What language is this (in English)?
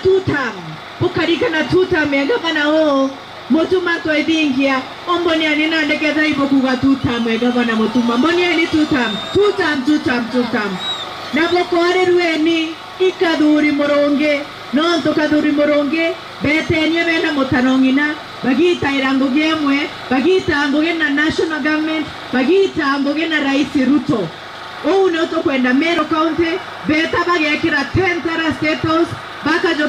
Meru